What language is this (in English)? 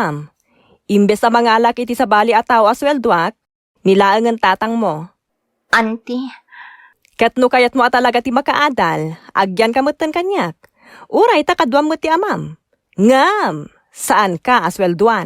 Iloko